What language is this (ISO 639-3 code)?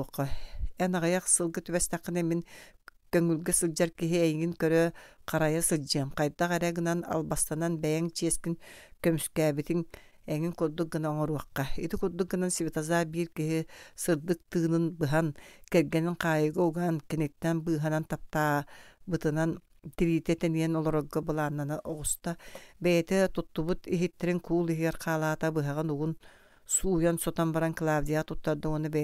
sah